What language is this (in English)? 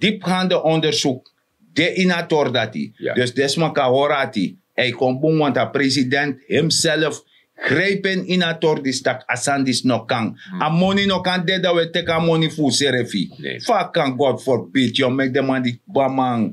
Sranan Tongo